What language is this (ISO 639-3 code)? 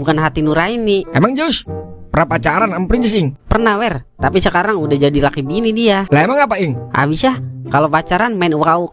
bew